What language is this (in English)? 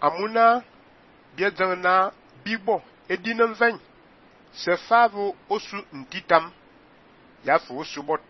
Fang